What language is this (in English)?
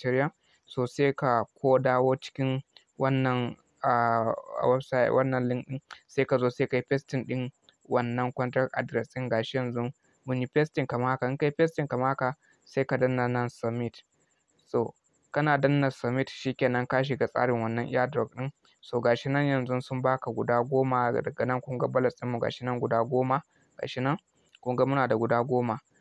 Hausa